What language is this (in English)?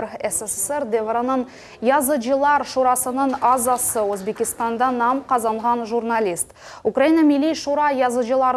Crimean Tatar